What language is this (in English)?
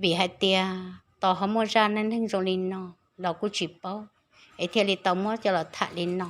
Hmong